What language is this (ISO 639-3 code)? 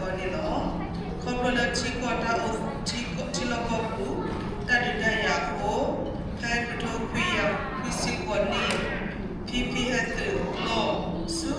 ksw